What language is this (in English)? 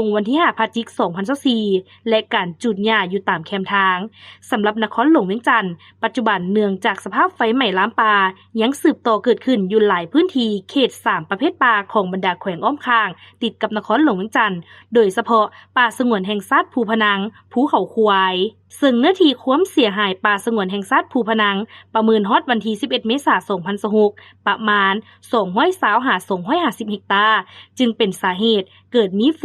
Lao